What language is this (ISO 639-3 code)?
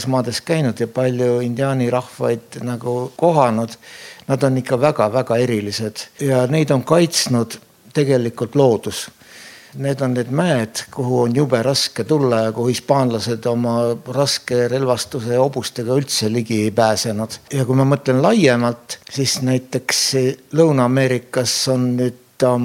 est